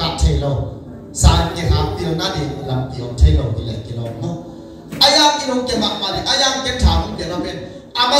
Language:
Tedim Chin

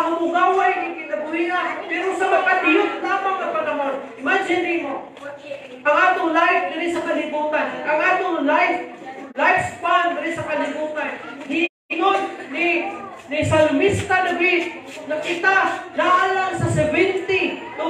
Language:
Cebuano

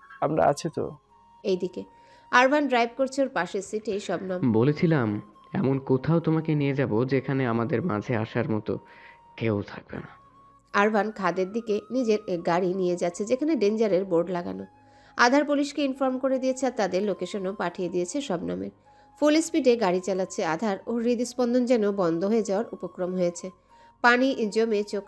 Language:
Bangla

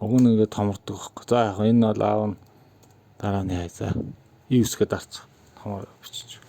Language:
Mongolian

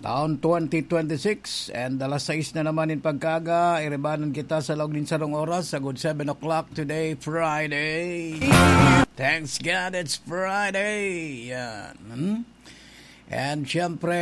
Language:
Bikol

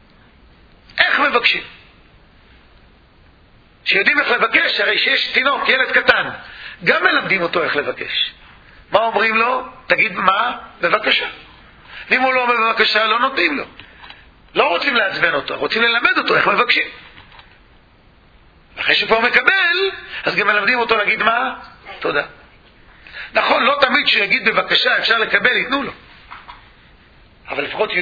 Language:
Hebrew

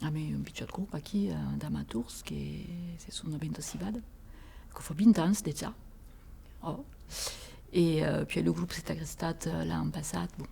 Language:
Occitan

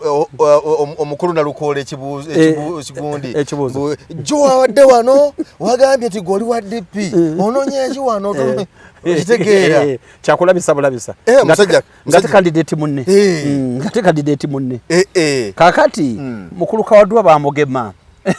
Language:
Ganda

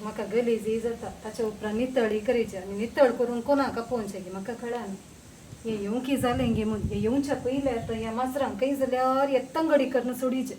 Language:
Konkani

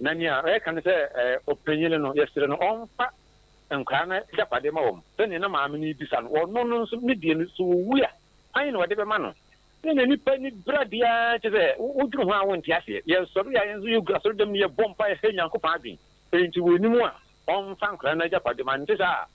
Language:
Akan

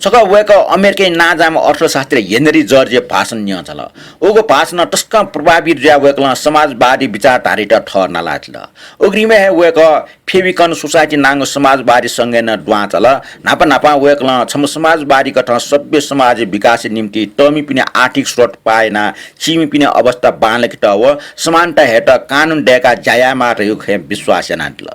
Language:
Newari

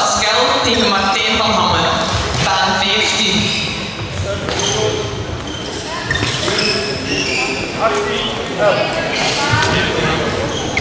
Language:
Dutch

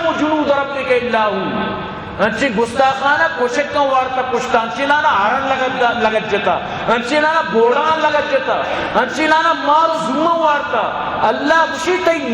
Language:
Eastern Balochi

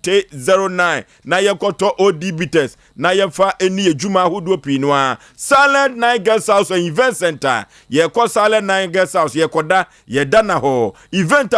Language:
Akan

